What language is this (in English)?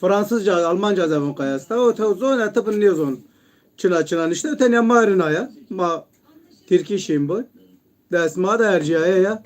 Zaza